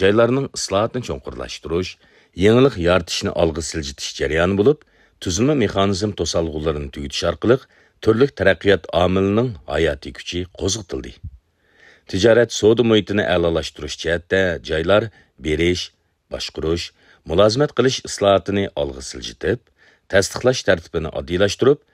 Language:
Uyghur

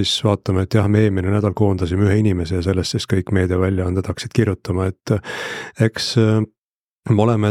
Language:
Estonian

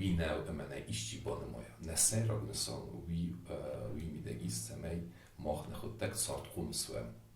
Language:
Ossetic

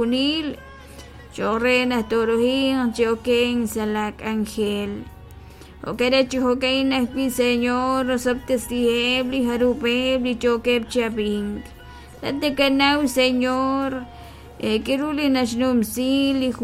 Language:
Kekchí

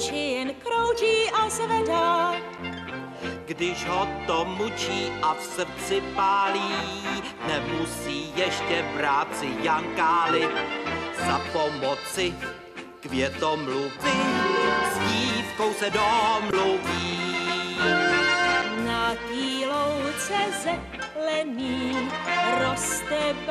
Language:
Czech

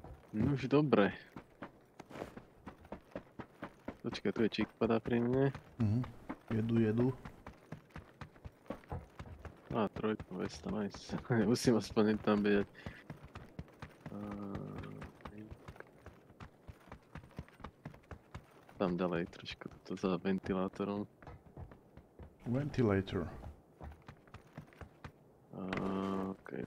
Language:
Slovak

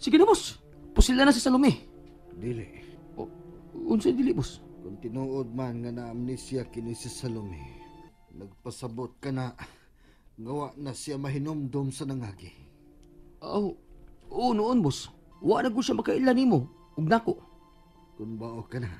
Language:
Cebuano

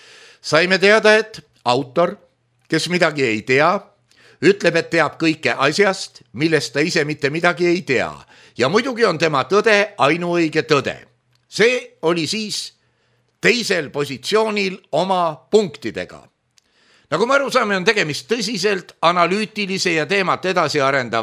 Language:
Estonian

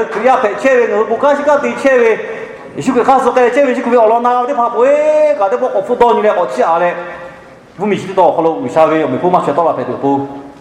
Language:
Lahu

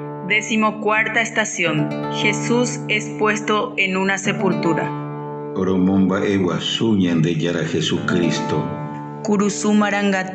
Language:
Guarani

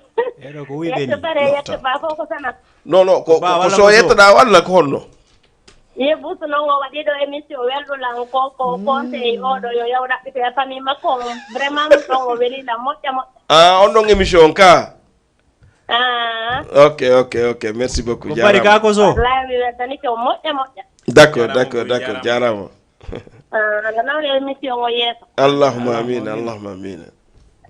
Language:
Fula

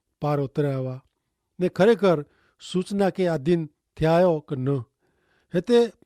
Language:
Kachhi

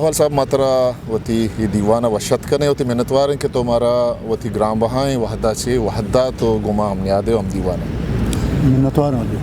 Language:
Eastern Balochi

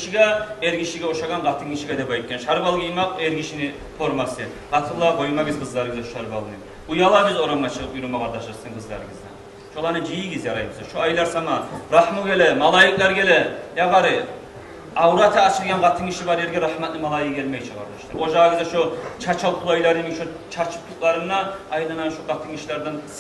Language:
Kumyk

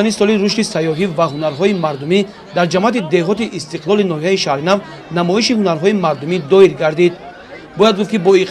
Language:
Tajik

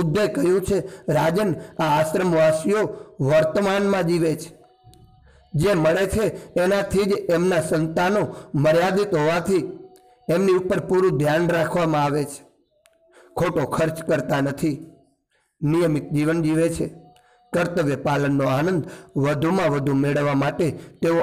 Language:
Gujarati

